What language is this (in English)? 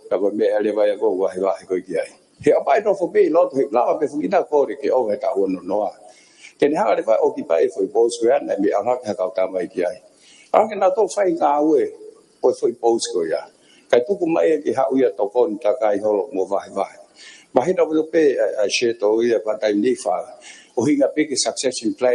Tongan